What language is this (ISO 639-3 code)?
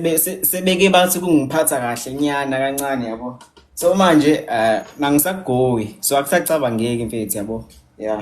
zul